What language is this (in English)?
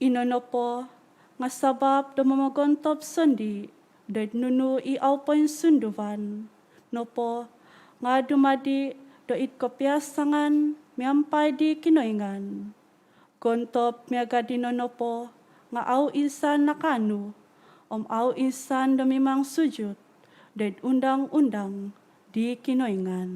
Central Dusun